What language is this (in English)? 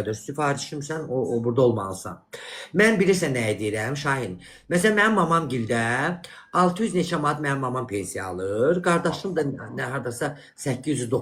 Azerbaijani